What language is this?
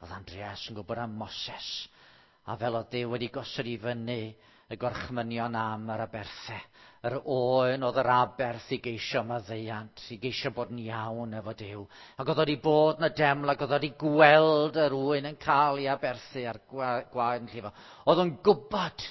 Welsh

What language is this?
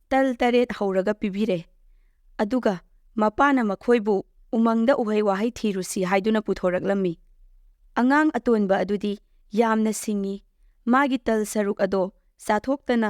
Manipuri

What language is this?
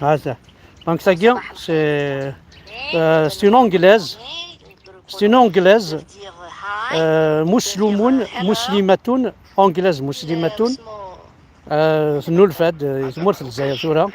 Kabyle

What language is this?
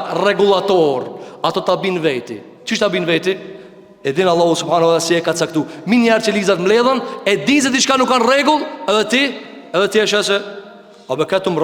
Albanian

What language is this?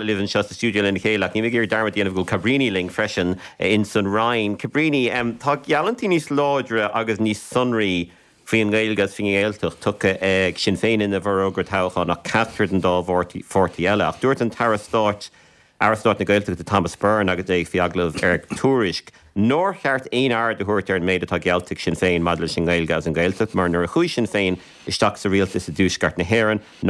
Irish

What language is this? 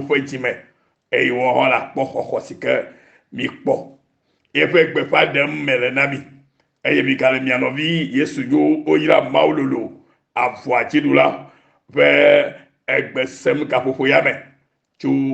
Ewe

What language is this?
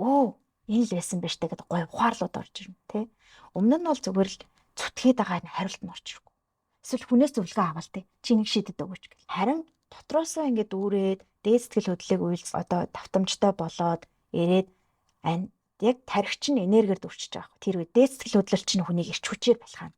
Mongolian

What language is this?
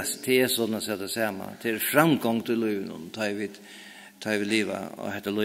Faroese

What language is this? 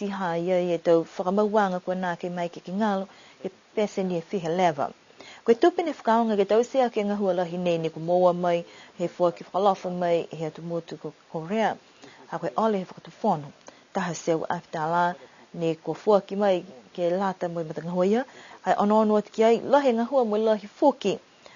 Niuean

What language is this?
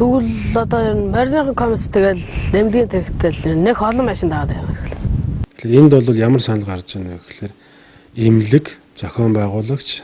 Mongolian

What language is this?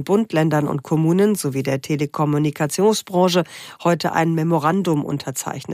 German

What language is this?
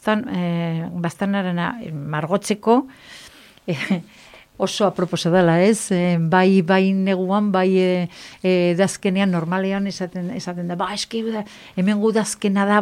Basque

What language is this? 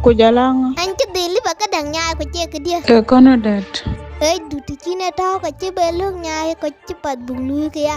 Dinka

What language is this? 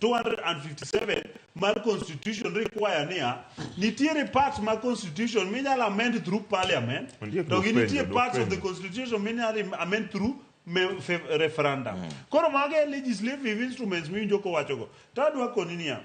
Luo (Kenya and Tanzania)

